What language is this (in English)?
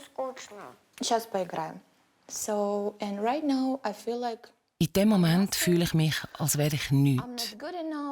Swiss German